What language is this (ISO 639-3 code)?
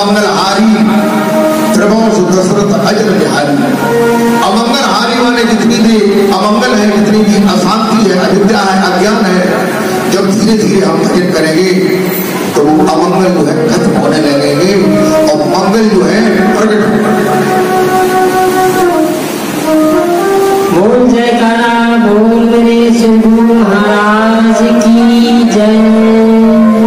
hin